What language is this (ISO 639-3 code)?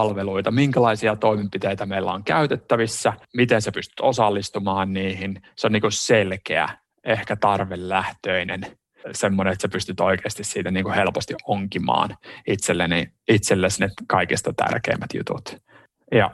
fin